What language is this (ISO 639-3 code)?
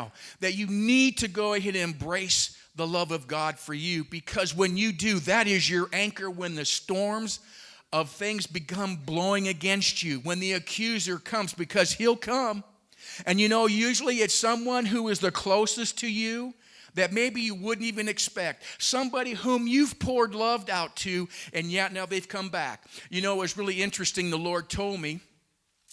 eng